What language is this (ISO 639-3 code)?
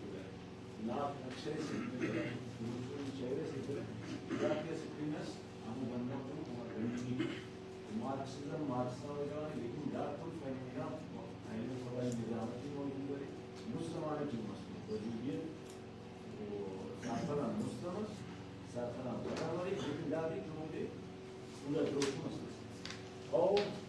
brh